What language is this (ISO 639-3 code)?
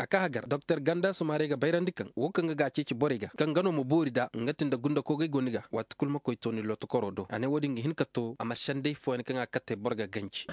dje